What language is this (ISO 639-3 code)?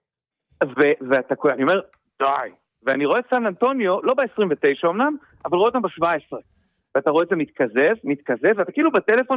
heb